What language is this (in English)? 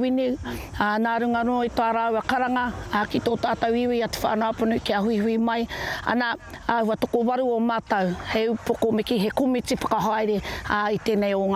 Māori